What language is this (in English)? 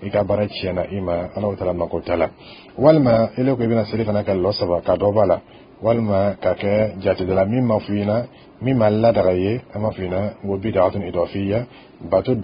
Dyula